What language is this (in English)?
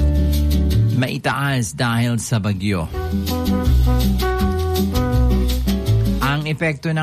Filipino